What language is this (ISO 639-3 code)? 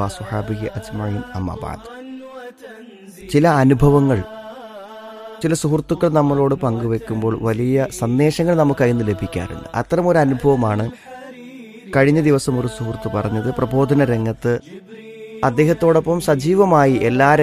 mal